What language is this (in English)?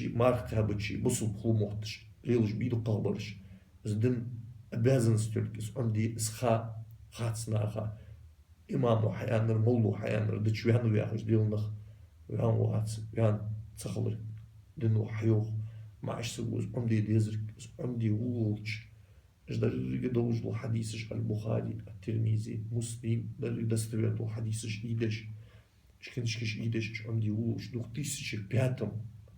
Ingush